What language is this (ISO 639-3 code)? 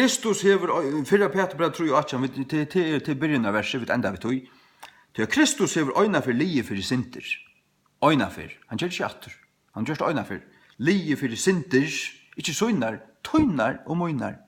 fao